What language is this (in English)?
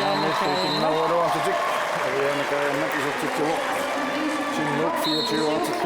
Kalaallisut